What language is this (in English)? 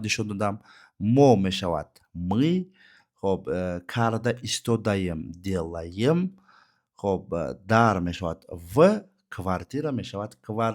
Tajik